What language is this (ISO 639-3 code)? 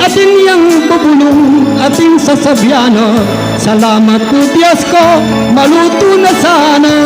pam